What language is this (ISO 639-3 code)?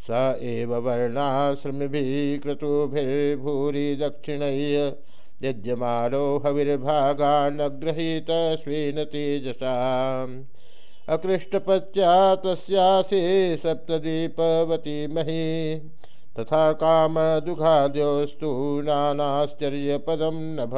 san